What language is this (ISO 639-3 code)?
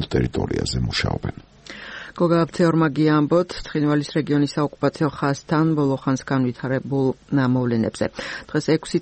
kat